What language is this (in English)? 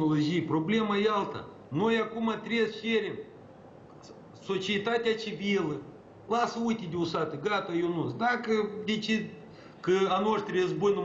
Romanian